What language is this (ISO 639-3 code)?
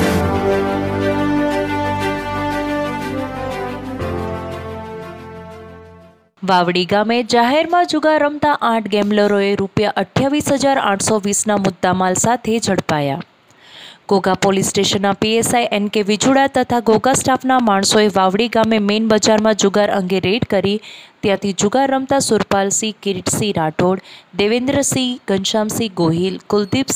guj